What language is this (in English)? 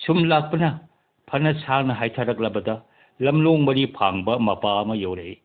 Manipuri